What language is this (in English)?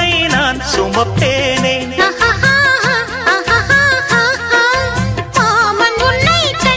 Tamil